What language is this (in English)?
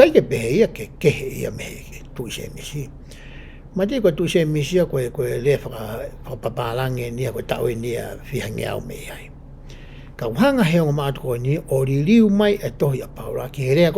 Tongan